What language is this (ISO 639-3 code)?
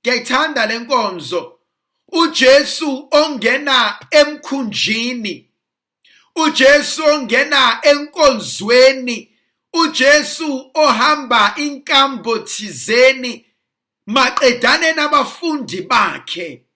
zul